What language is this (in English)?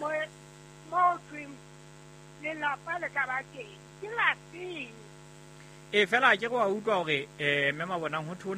Southern Sotho